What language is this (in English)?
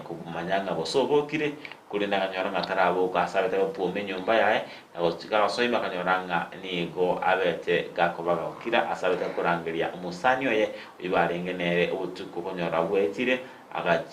Gusii